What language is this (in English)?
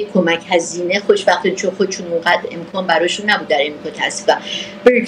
Persian